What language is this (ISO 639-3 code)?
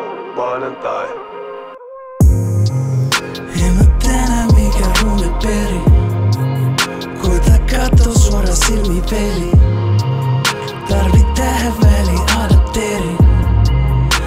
fin